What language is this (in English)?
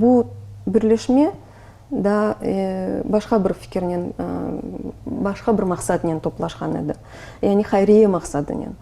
Crimean Tatar